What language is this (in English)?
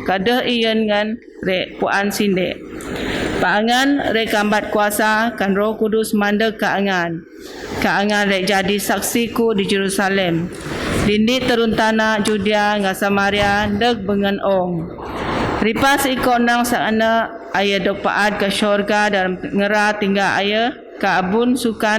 Biatah Bidayuh